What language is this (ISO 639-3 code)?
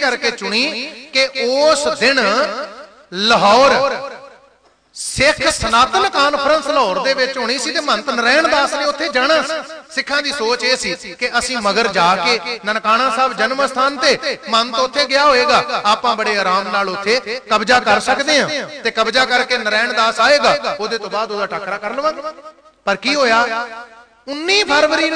pan